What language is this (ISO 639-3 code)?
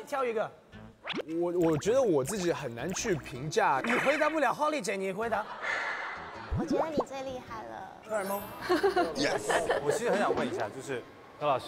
zho